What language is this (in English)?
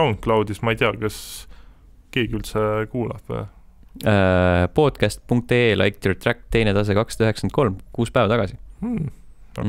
Estonian